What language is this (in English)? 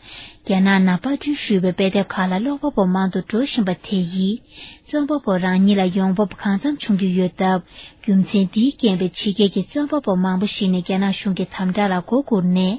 Tibetan